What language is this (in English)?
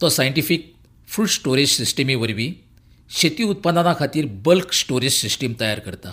Konkani